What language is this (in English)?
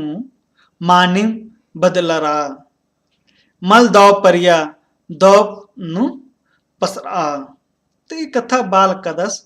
Kurukh